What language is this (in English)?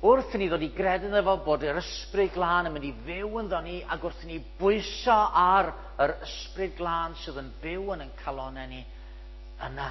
Welsh